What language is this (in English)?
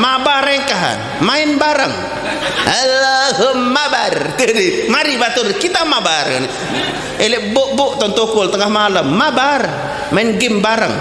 Sasak